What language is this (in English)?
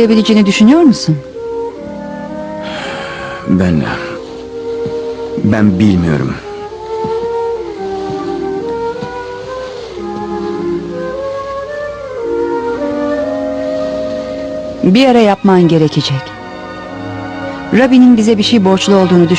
Turkish